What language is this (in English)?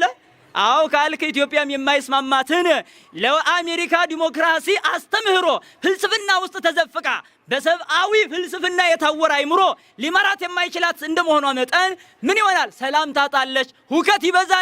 Amharic